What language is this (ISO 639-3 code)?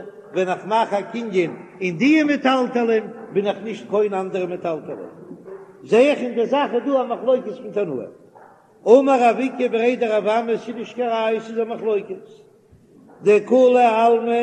yid